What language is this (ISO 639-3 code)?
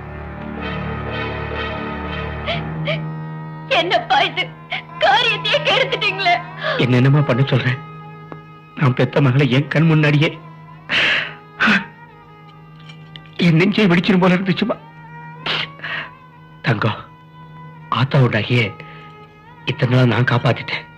tam